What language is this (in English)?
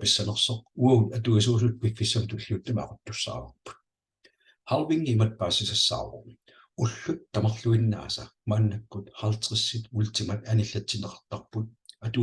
Kalaallisut